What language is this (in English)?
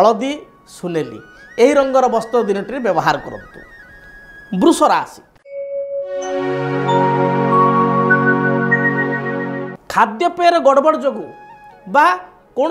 Odia